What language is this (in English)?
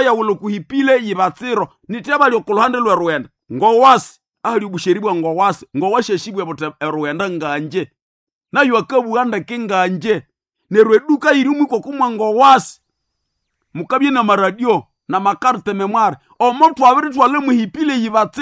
Nande